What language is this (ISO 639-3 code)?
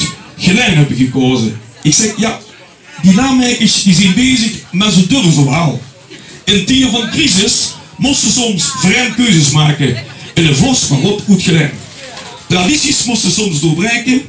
lim